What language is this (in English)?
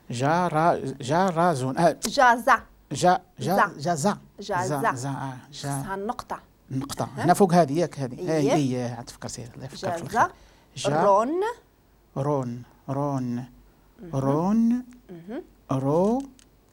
Moroccan Arabic